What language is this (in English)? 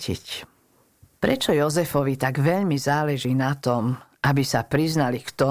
Slovak